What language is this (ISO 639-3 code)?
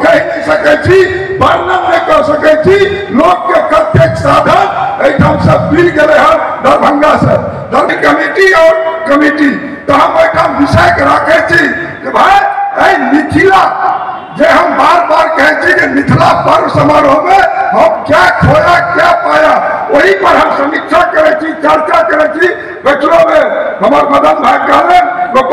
mai